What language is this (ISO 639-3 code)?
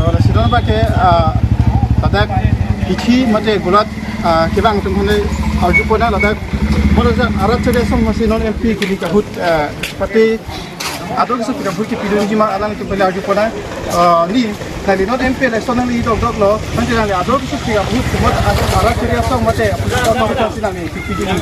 mjw